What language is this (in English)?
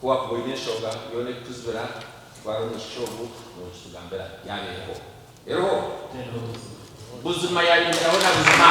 Nyankole